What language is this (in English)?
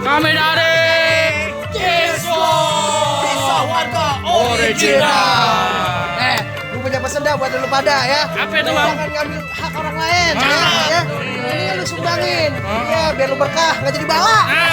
Betawi